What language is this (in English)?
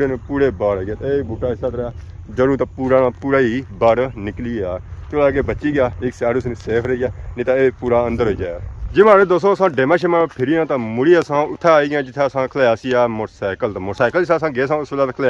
Pahari-Potwari